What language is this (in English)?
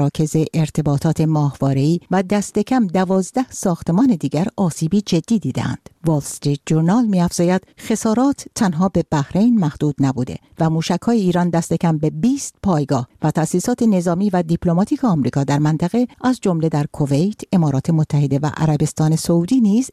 Persian